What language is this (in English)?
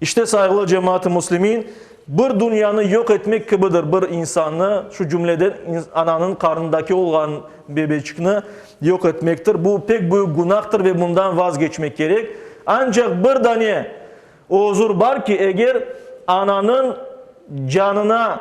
Crimean Tatar